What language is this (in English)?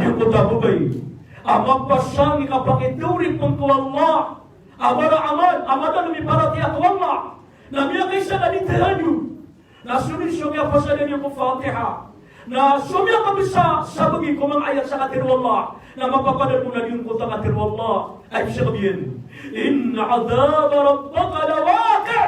Maranao